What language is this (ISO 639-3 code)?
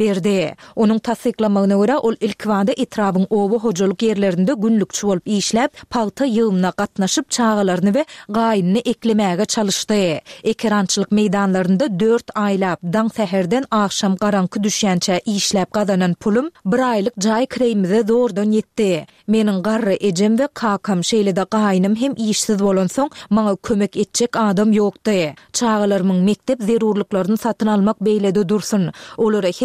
tuk